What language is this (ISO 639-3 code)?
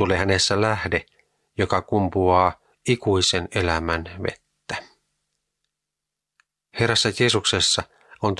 fin